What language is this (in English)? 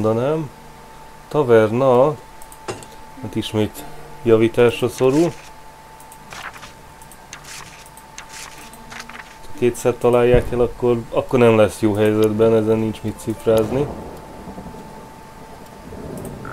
Hungarian